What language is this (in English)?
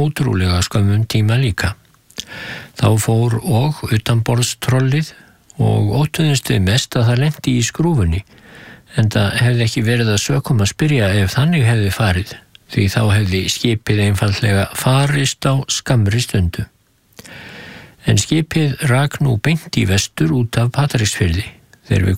Icelandic